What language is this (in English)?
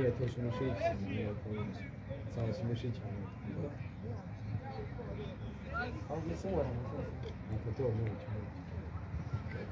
Croatian